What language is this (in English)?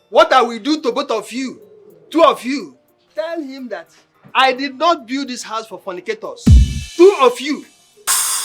Nigerian Pidgin